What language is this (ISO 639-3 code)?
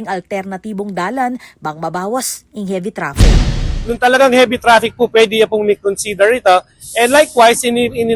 pam